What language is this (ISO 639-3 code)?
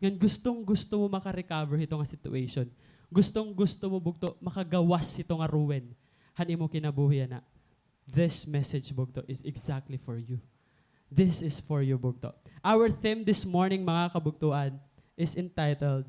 war